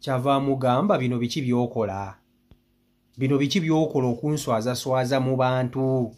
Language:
Ganda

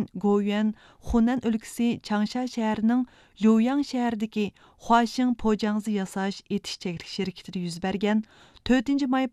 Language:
Uyghur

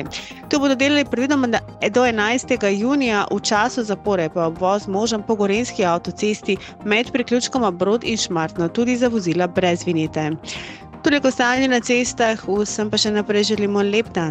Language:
Slovenian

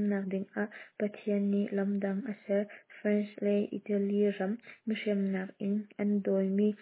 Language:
Hakha Chin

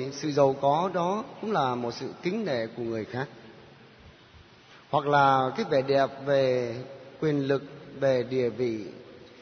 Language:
Vietnamese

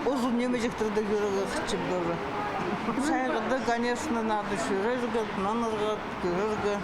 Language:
Khakas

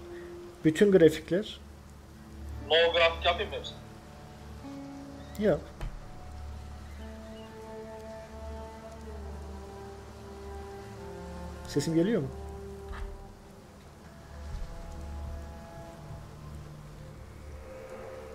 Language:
Turkish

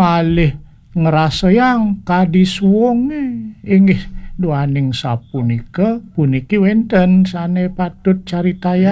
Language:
Balinese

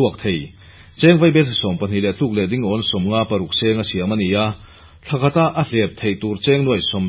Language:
Mizo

